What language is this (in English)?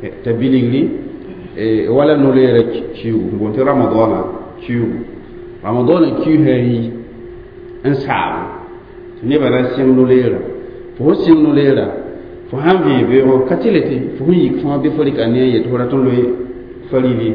Mossi